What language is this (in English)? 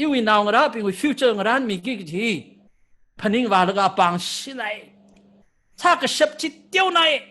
Tangkhul Naga (India)